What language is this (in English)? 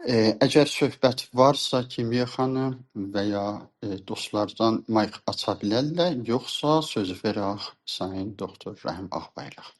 South Azerbaijani